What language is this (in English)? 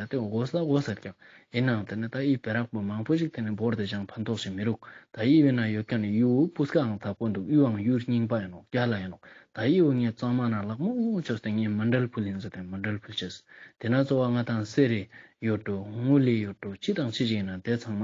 Ladakhi